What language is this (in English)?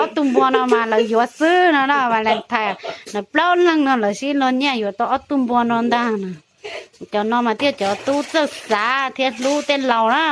Hmong